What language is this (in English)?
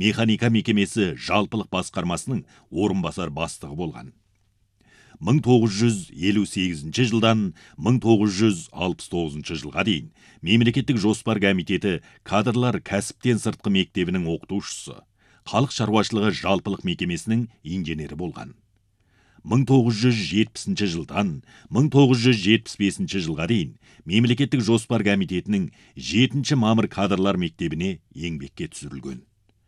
Kazakh